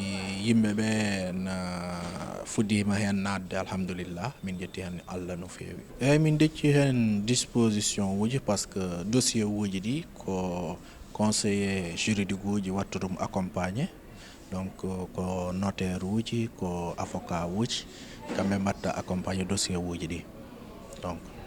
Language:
Fula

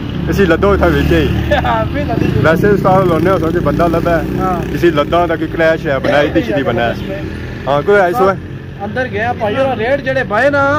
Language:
Pahari-Potwari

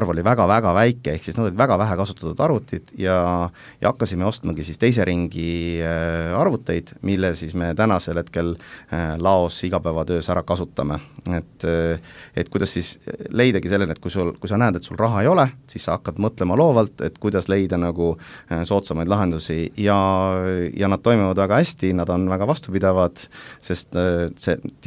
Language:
Estonian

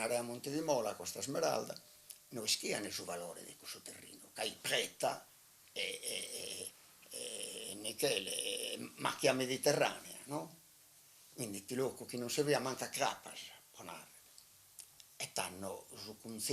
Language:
Sardinian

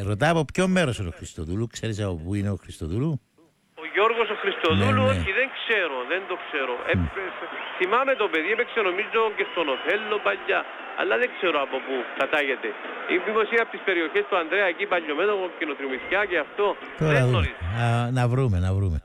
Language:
Greek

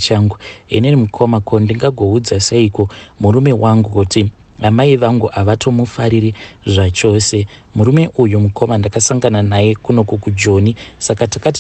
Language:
Shona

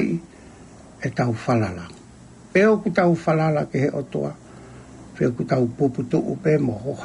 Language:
Tongan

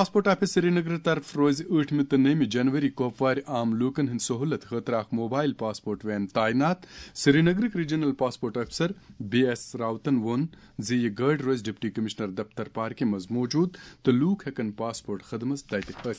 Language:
Kashmiri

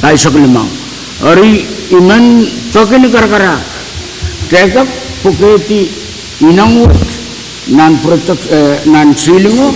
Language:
Pohnpeian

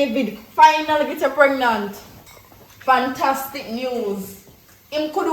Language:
Jamaican Creole English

